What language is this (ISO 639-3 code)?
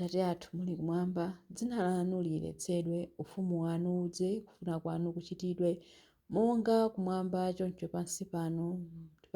nya